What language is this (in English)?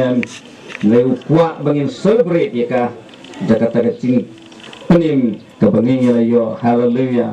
Khasi